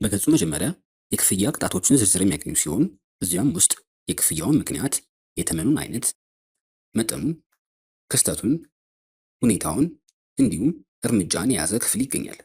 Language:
Amharic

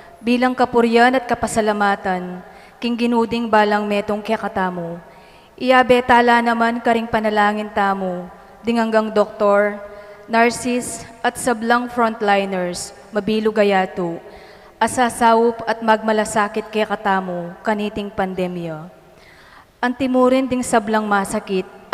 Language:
Pampanga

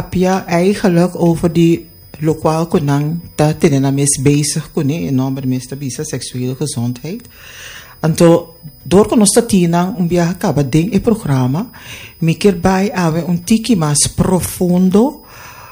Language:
Papiamento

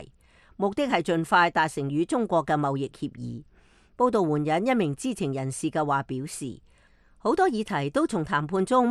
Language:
Cantonese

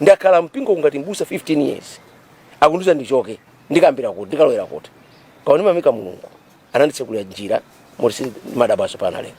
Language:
Nyanja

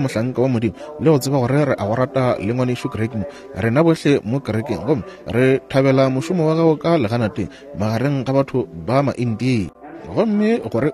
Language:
Northern Sotho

